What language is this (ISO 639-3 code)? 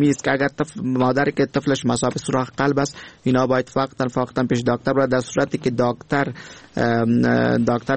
fas